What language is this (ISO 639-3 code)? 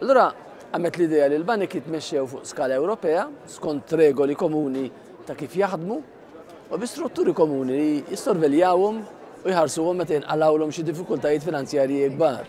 mlt